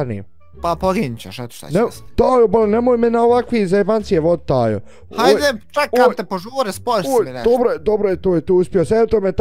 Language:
Bosnian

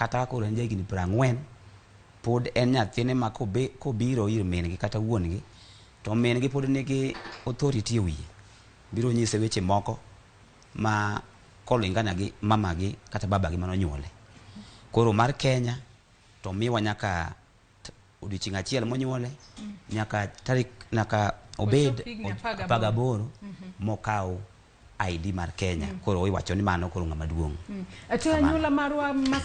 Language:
Luo (Kenya and Tanzania)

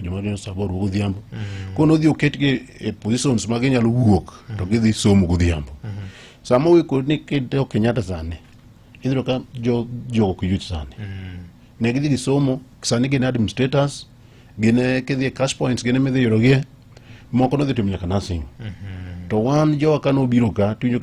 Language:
Luo (Kenya and Tanzania)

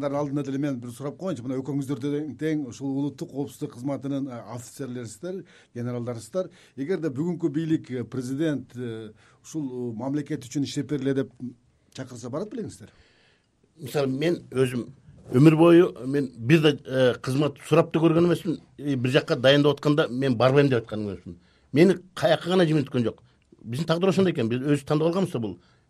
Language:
Kyrgyz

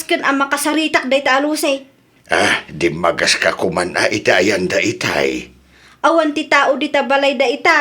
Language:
Iloko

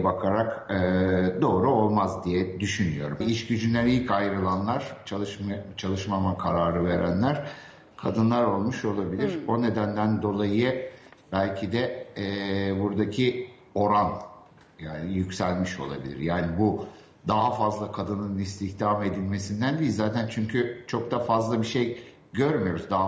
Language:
Turkish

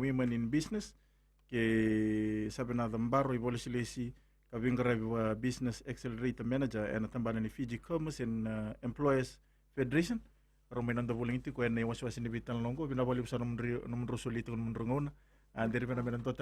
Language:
Fijian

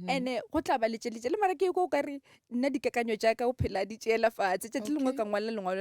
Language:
Northern Sotho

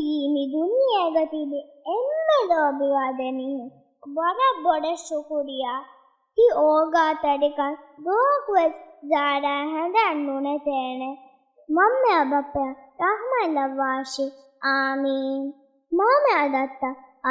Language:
Divehi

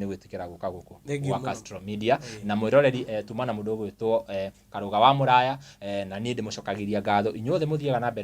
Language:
Kikuyu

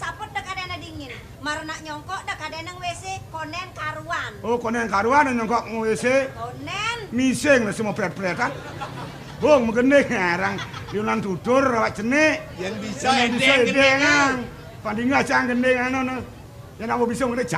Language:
Balinese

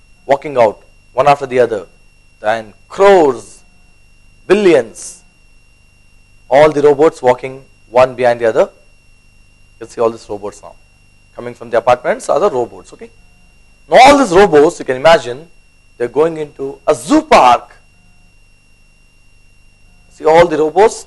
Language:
English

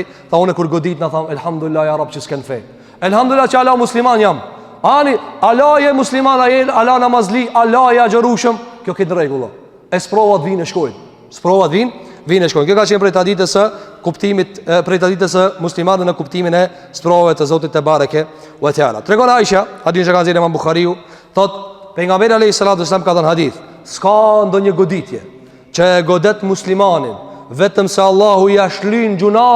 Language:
Albanian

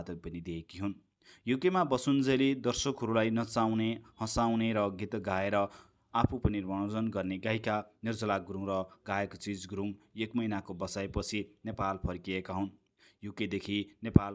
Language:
Nepali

